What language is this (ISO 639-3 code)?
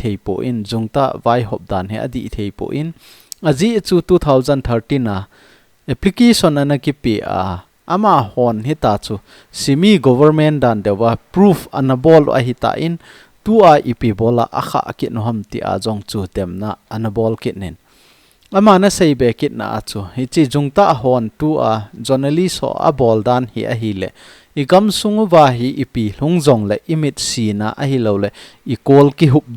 tcz